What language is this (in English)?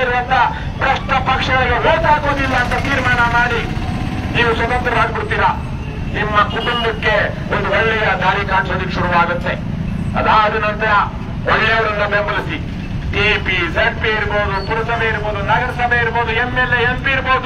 Kannada